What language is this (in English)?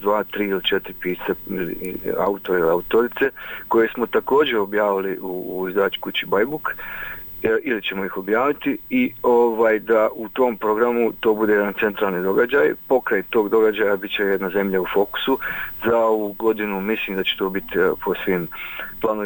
Croatian